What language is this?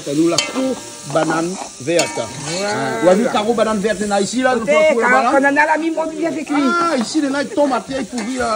Réunion Creole French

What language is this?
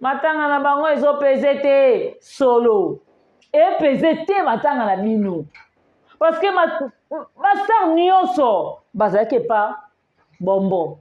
Lingala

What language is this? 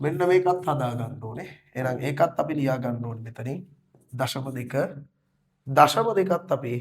Sinhala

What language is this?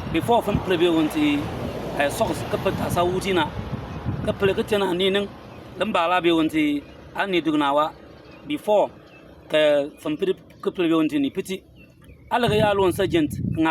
Bimoba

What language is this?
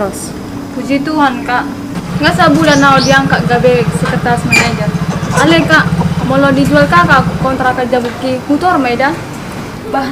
Batak Toba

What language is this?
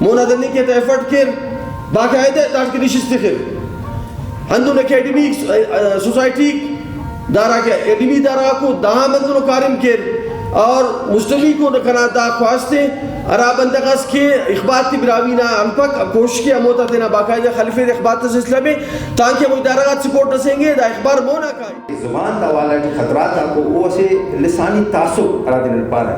Brahui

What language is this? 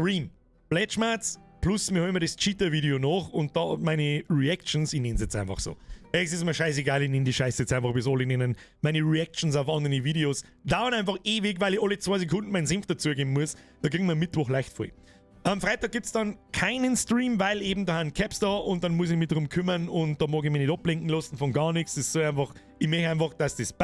Bavarian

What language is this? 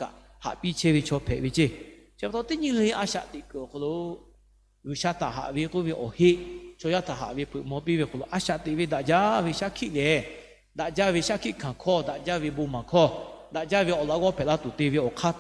Lahu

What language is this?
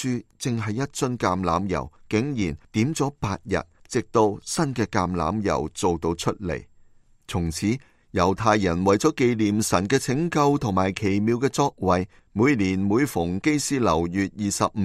Cantonese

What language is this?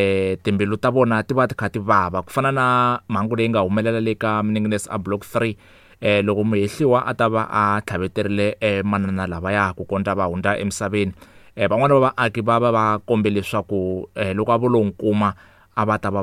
Tsonga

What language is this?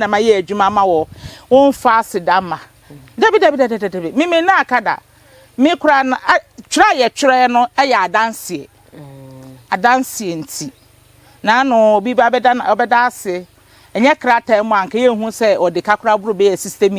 Akan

